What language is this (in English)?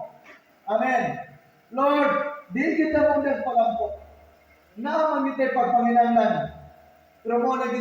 Cebuano